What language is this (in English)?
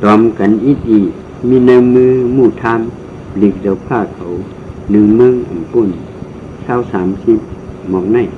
Shan